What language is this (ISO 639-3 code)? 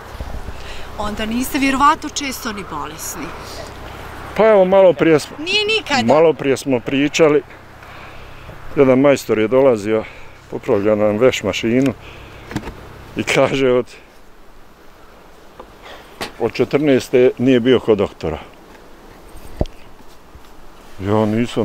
bos